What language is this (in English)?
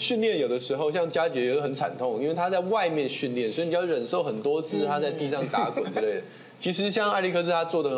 Chinese